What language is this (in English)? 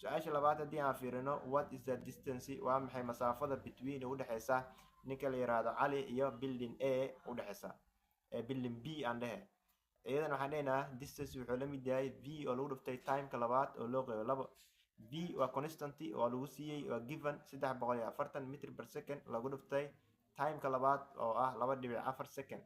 Somali